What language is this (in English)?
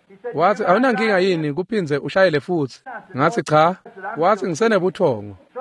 Swati